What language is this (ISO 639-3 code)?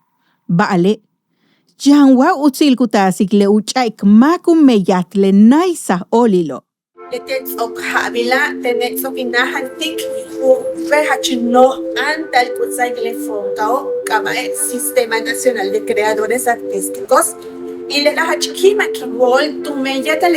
yua